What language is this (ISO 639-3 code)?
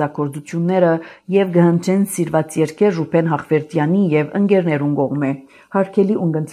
hye